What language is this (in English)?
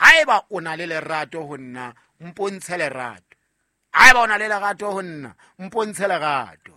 Southern Sotho